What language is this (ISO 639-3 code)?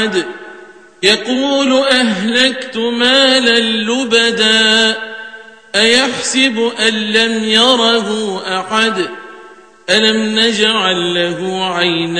ara